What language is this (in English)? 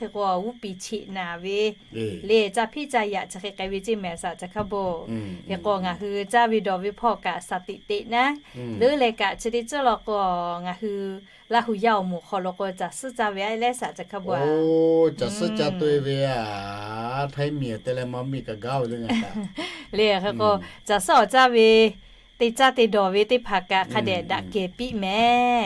Lahu